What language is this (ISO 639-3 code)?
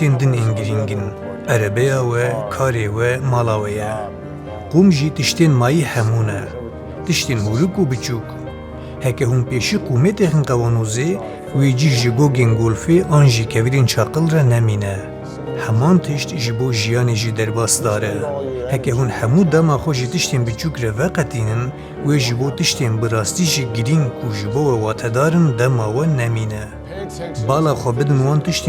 kur